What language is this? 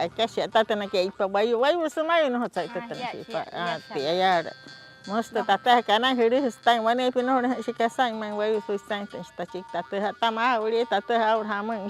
Wayuu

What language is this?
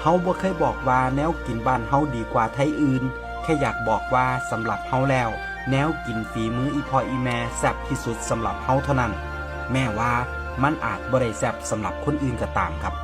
Northeastern Thai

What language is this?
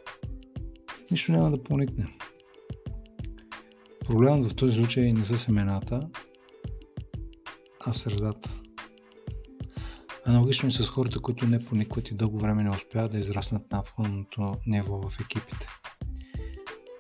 Bulgarian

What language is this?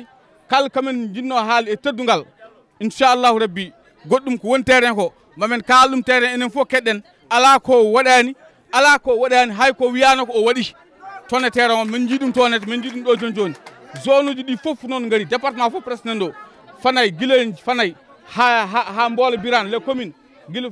Fula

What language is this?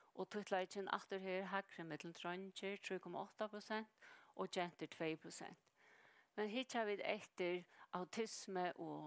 Faroese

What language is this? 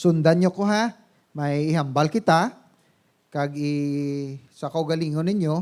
Hiligaynon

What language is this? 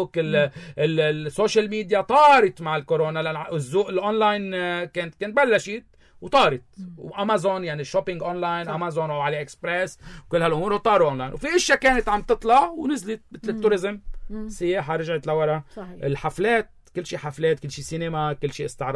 North Levantine Arabic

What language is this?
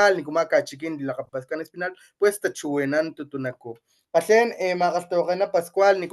Papantla Totonac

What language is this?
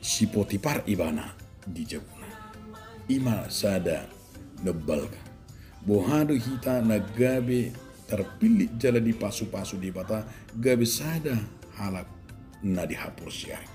Batak Toba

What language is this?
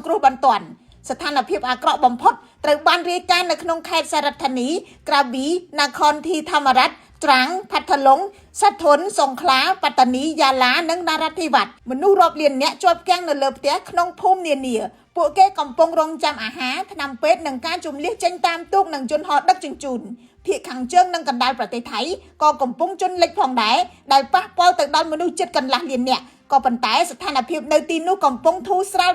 Khmer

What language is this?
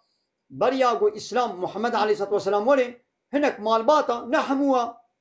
Kurdish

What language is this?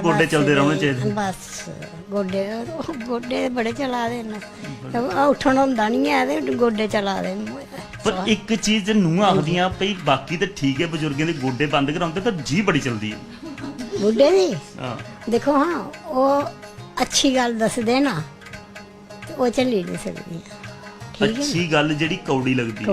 Dogri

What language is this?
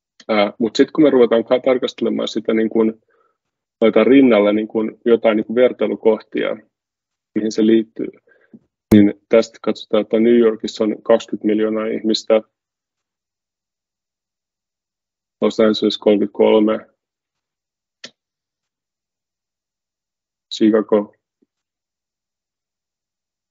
Finnish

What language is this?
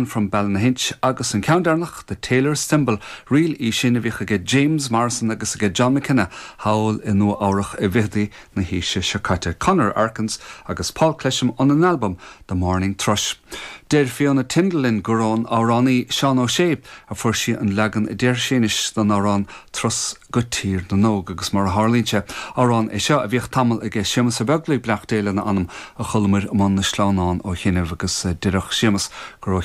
Irish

